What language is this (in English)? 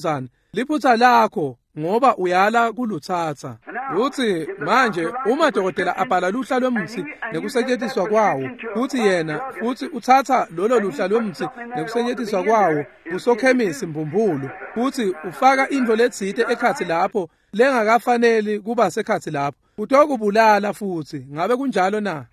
Swati